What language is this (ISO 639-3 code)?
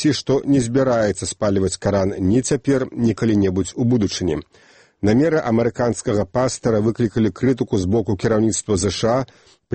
bel